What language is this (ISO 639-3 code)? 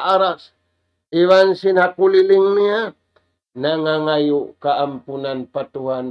tsg